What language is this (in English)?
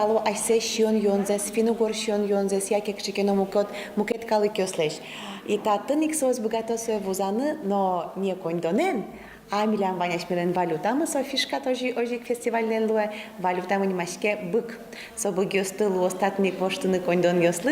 Udmurt